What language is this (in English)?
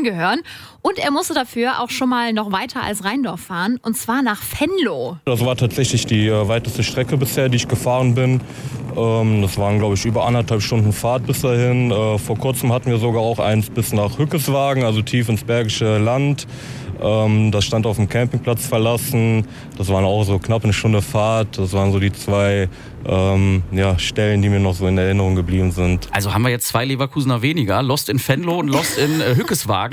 German